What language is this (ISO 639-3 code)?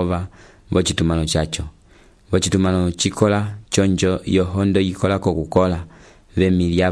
umb